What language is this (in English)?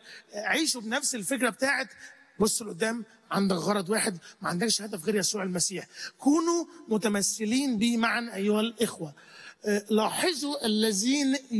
Egyptian Arabic